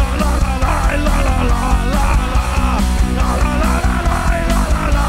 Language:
Russian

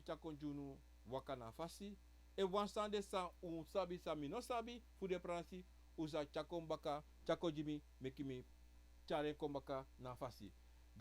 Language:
Sranan Tongo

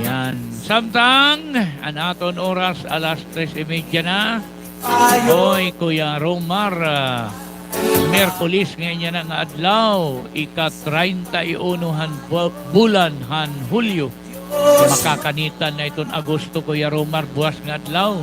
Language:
Waray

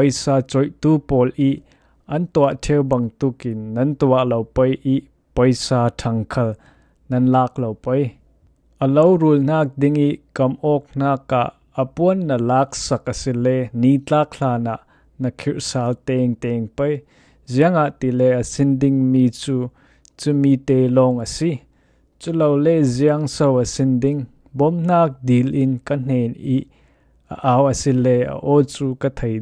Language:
Falam Chin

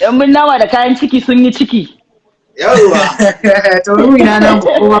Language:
Hausa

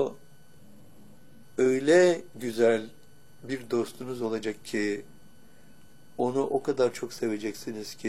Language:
Turkish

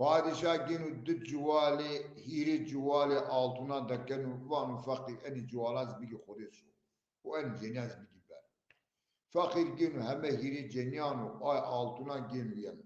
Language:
Zaza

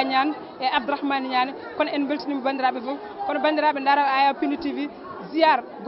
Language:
Fula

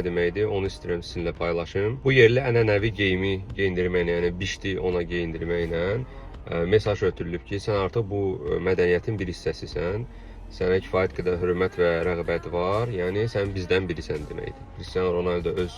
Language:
Azerbaijani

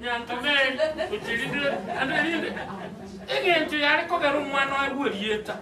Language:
Gusii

